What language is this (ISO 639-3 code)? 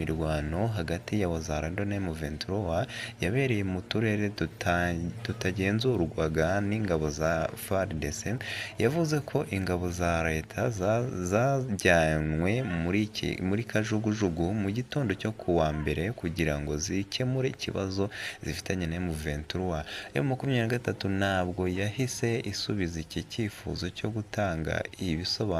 kin